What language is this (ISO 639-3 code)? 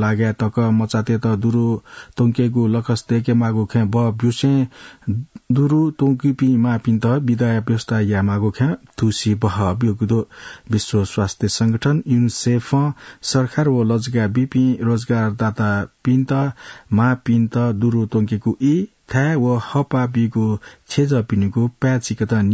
new